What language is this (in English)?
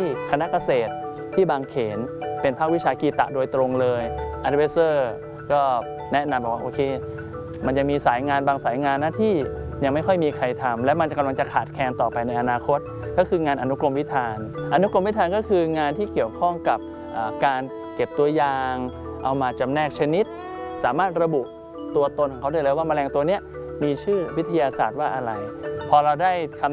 Thai